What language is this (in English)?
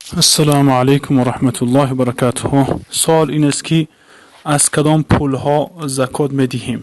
Tajik